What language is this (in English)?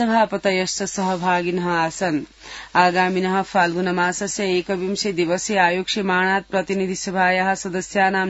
Sanskrit